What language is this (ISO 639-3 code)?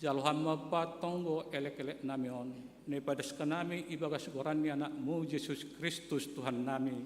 bts